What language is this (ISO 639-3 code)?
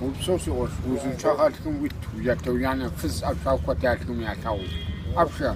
kbd